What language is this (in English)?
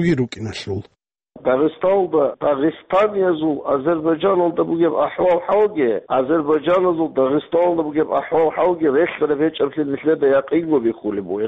Avaric